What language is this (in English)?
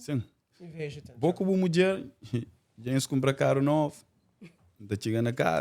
Kabuverdianu